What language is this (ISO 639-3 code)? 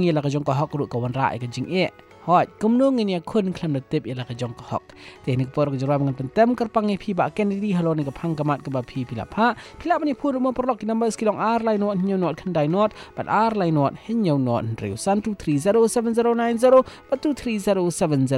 msa